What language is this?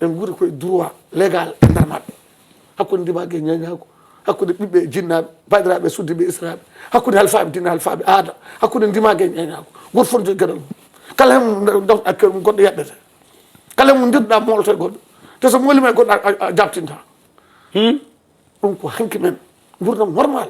Fula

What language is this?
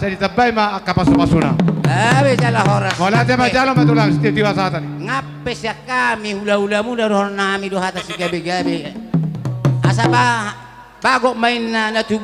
Batak Toba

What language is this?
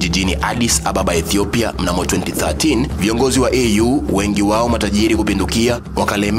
Swahili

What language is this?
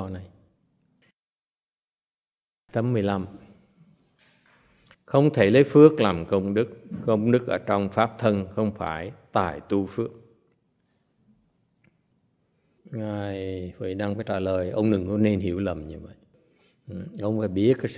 Vietnamese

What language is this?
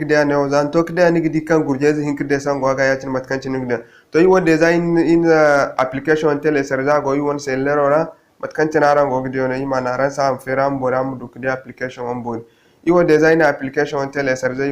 Zarma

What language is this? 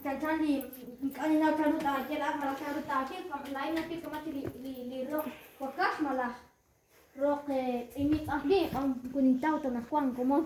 Kekchí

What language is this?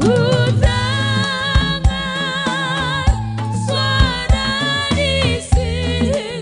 Batak Simalungun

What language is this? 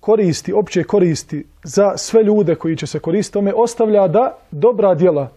Bosnian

